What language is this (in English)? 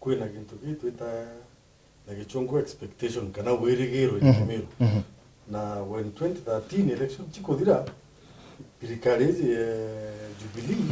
Meru